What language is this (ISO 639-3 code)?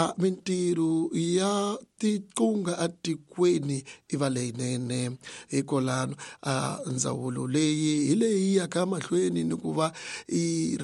tso